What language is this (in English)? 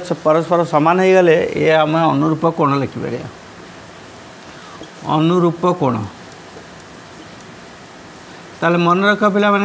Odia